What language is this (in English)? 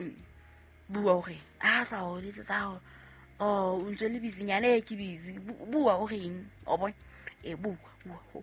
Southern Sotho